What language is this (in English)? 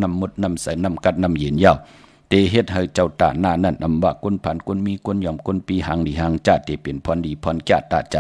Shan